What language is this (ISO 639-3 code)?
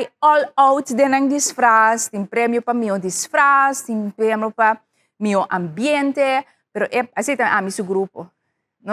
pap